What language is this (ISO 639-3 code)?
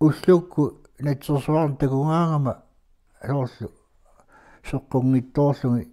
kal